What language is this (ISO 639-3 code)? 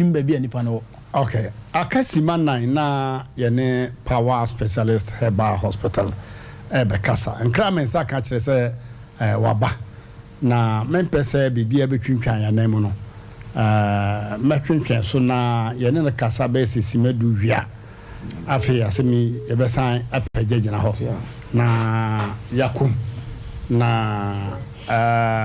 aka